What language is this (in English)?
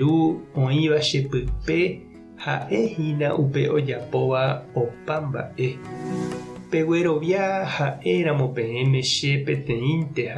Guarani